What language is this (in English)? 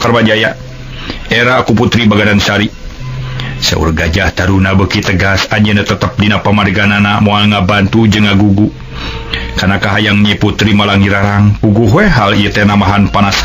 Sundanese